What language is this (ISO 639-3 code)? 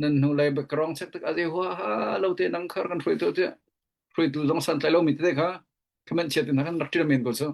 cnh